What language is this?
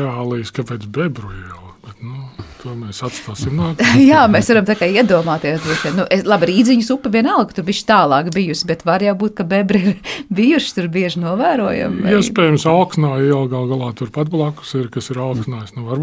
Latvian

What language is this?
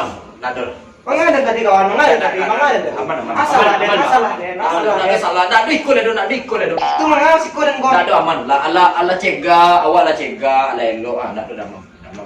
Minangkabau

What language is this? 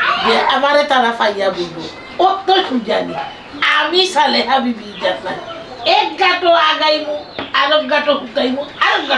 Sylheti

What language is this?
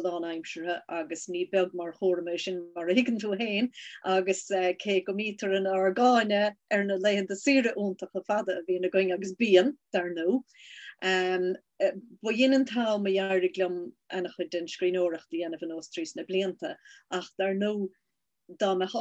Irish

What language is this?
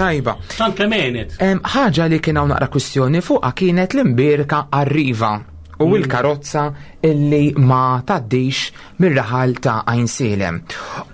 Maltese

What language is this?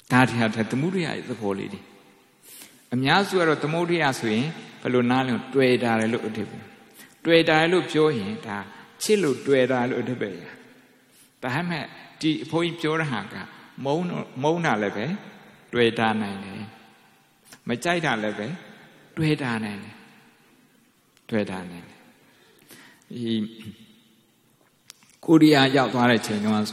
Burmese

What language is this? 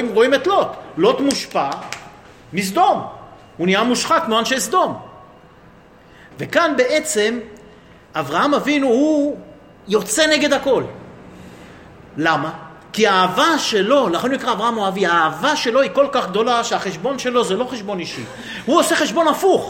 Hebrew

